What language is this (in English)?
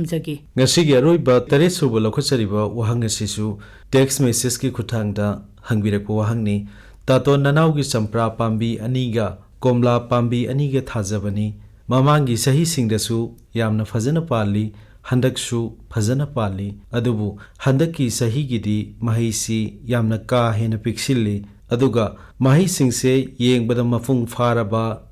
Manipuri